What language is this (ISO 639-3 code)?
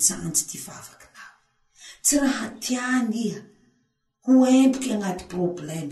mlg